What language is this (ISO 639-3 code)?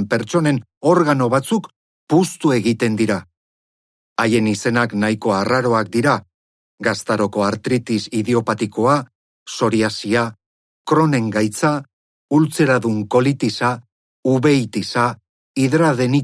eus